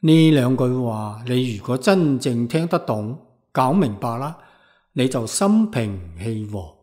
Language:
Cantonese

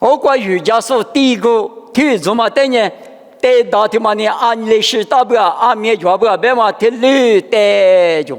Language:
Lisu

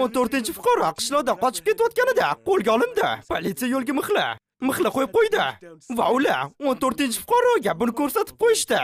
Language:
Uzbek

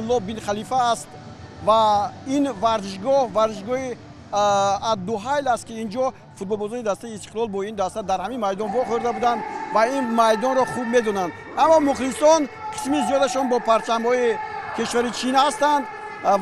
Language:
Tajik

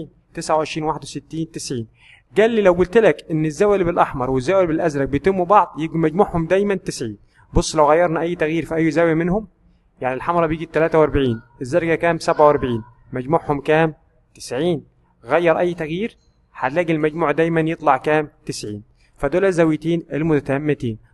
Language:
Egyptian Arabic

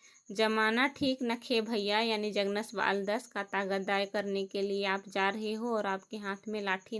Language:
Kurukh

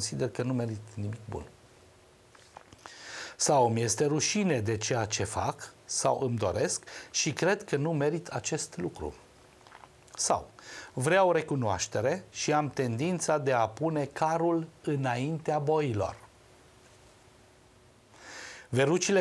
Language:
Romanian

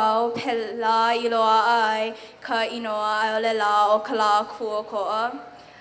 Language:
Hawaiian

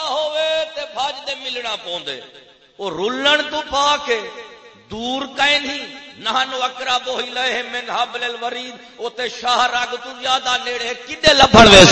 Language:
Saraiki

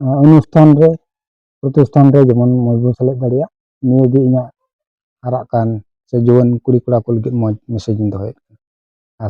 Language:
Santali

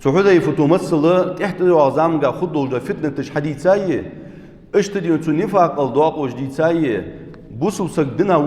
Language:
Ingush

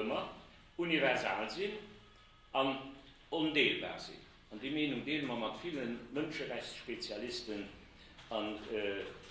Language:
Luxembourgish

